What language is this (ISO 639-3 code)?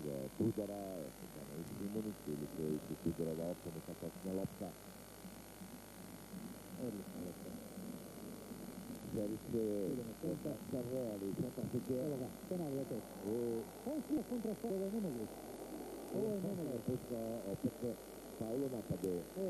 hrv